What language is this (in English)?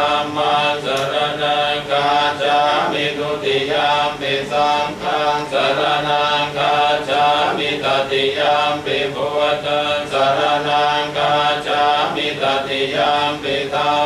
Pali